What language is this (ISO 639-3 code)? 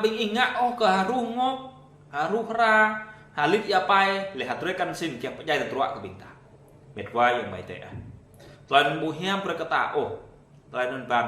jra